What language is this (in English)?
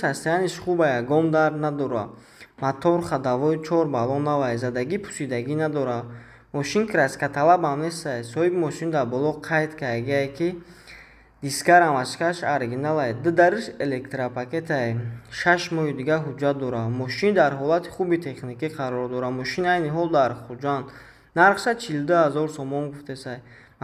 Tajik